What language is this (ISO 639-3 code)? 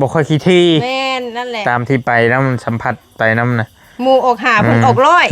tts